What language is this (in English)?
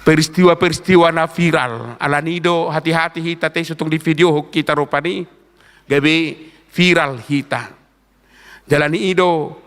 Batak Toba